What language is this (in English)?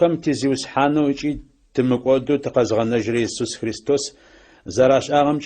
Adyghe